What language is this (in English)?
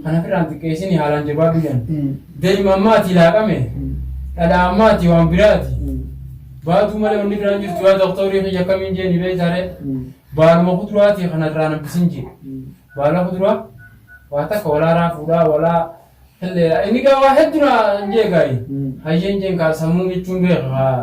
Oromo